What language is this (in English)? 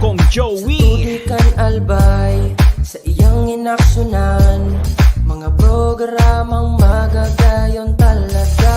Bikol